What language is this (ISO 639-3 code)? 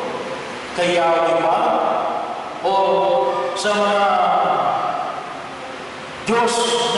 fil